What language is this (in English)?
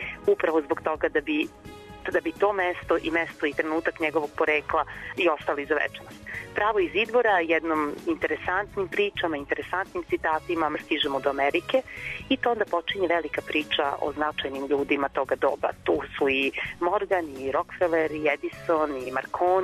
Serbian